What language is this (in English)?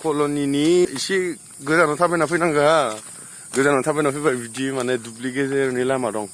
Bodo